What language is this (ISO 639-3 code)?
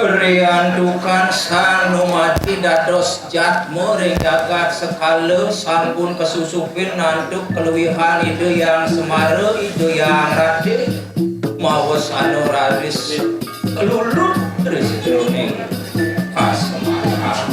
ban